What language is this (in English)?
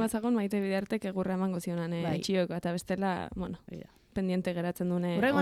Basque